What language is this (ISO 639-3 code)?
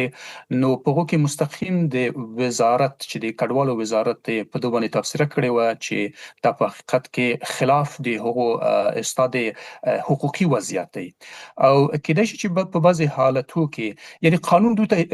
pus